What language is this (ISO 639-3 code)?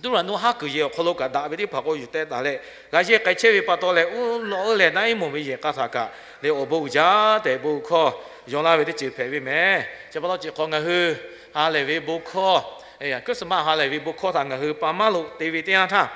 lhu